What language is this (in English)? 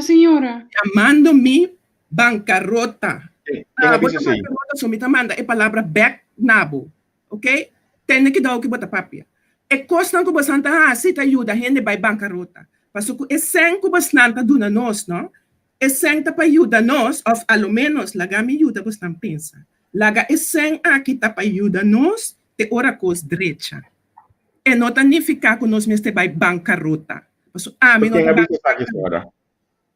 Papiamento